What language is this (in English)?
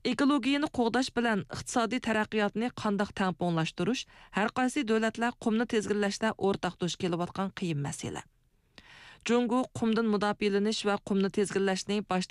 Uyghur